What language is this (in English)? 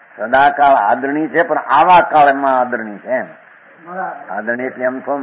Gujarati